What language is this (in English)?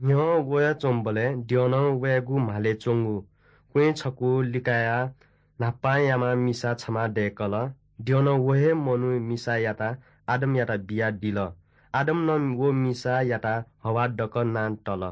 Newari